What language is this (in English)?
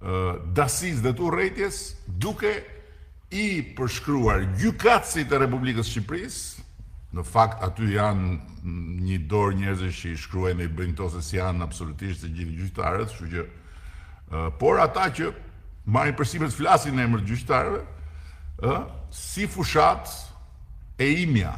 Albanian